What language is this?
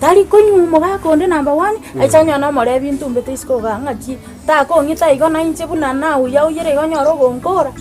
Gusii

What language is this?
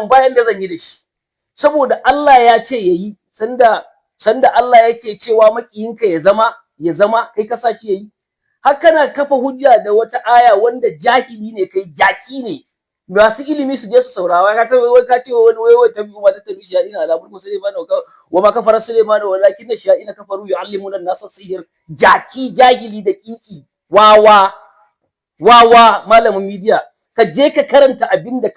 Hausa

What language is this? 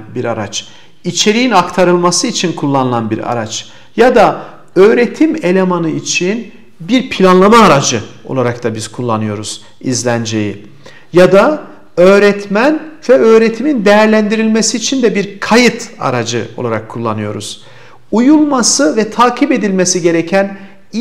Turkish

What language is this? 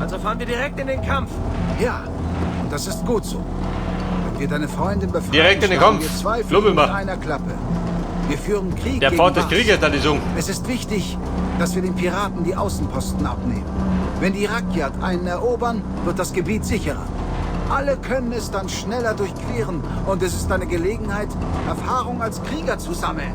Bavarian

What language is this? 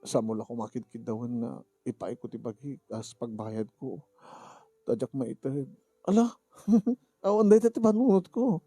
Iloko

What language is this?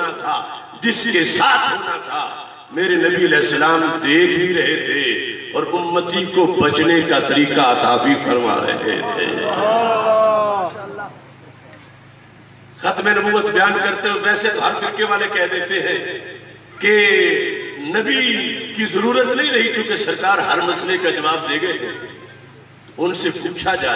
Urdu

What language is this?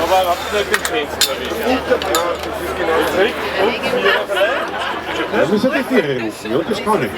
Bavarian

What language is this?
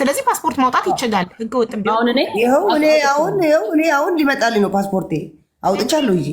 Amharic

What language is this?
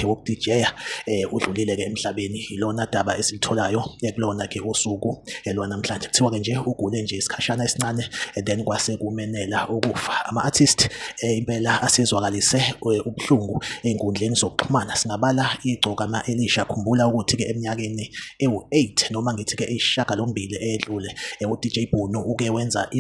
Zulu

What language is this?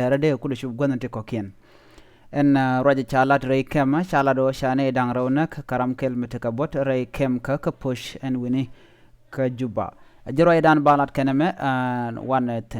Nuer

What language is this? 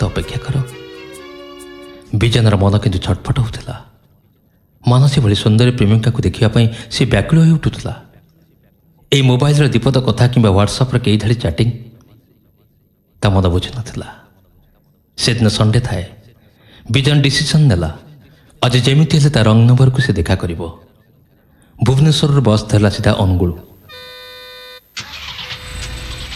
Odia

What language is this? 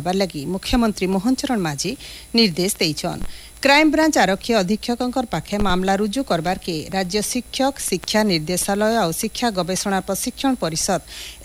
Odia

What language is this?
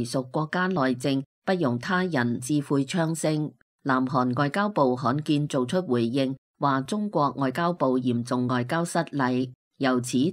Cantonese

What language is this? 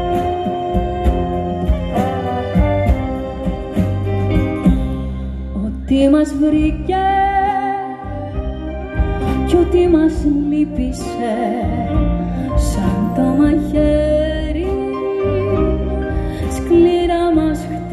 Greek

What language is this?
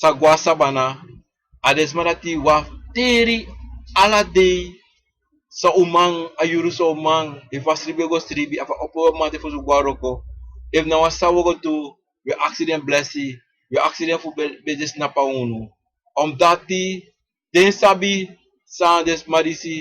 Sranan Tongo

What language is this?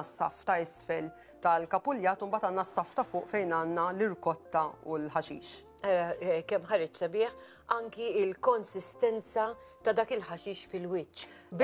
Maltese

